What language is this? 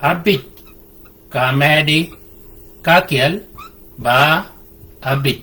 Shilluk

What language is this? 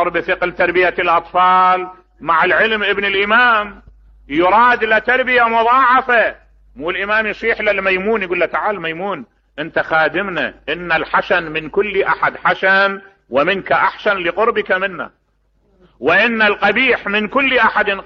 Mesopotamian Arabic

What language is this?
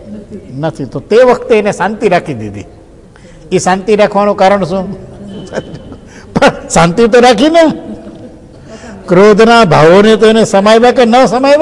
Gujarati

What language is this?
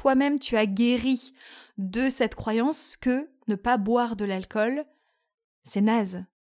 French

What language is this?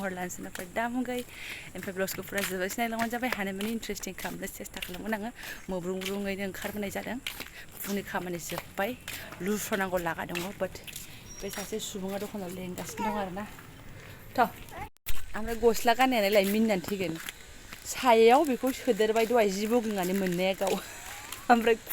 Bodo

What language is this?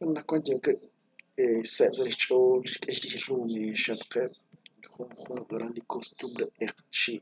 Kekchí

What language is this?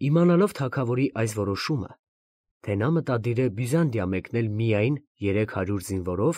Armenian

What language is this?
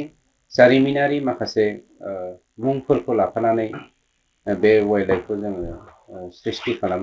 Bodo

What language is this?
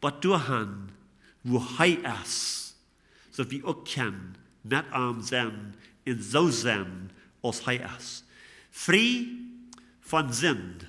Plautdietsch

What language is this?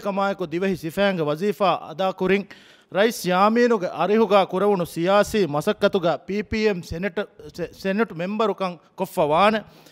Divehi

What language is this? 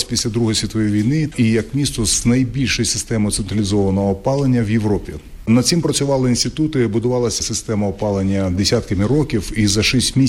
Ukrainian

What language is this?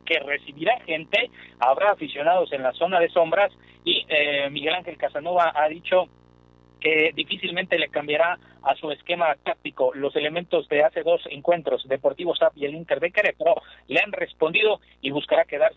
Spanish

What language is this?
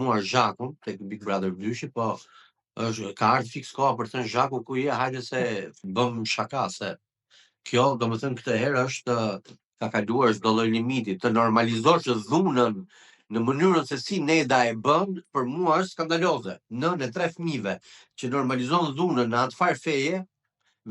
Albanian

